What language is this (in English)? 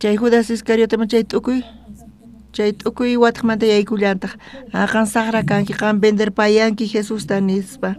South Bolivian Quechua